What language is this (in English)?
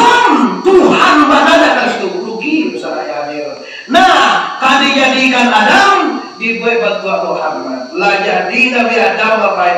Minangkabau